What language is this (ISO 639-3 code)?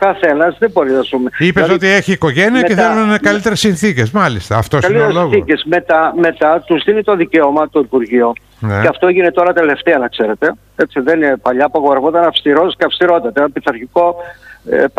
ell